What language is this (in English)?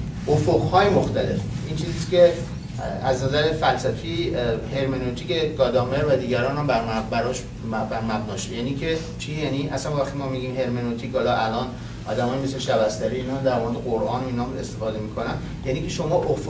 Persian